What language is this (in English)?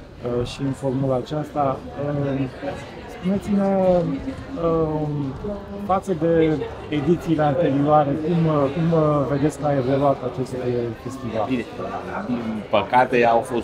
Romanian